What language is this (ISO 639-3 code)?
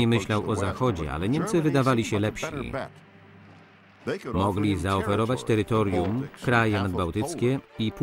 pol